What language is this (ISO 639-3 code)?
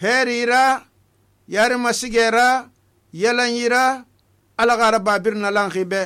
sus